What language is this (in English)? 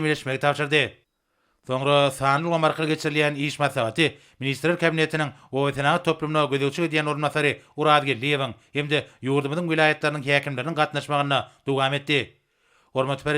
Turkmen